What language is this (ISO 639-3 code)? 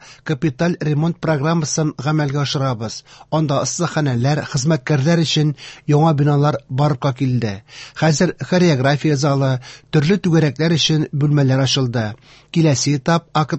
tat